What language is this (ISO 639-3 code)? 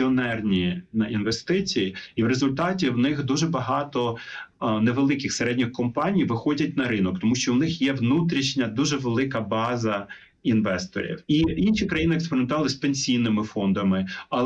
ukr